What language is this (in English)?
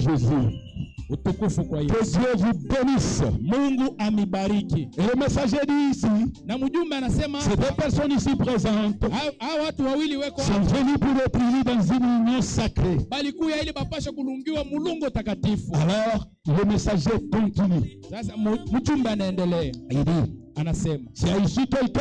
Swahili